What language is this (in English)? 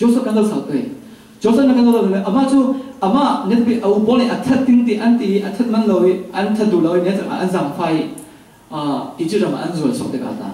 Falam Chin